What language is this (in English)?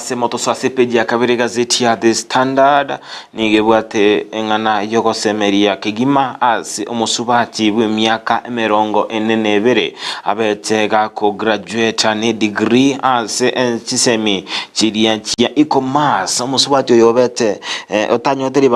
Gusii